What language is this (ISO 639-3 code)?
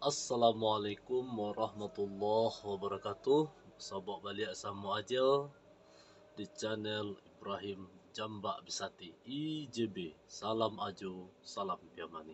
min